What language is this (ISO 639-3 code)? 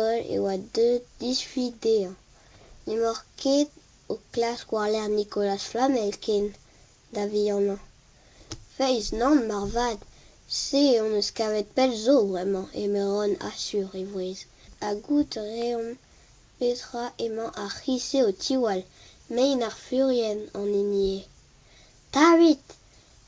bre